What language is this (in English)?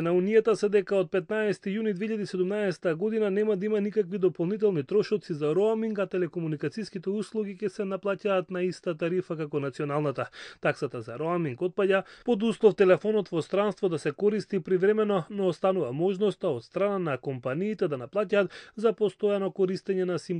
Macedonian